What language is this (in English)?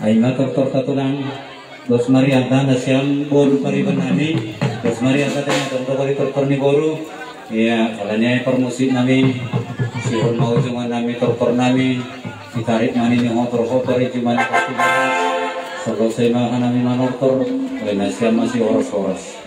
Batak Toba